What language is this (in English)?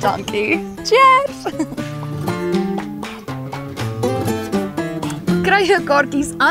Afrikaans